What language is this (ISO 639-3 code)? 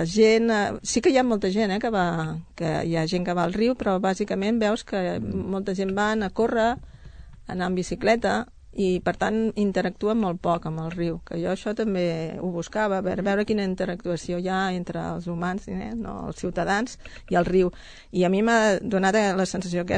cat